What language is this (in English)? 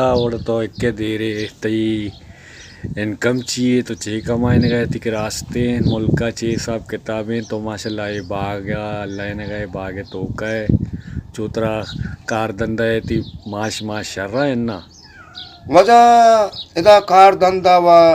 Eastern Balochi